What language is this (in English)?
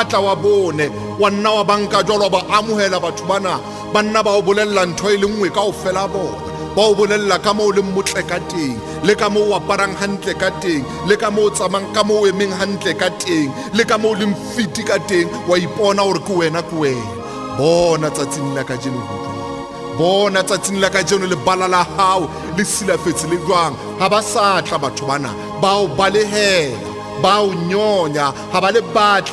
Southern Sotho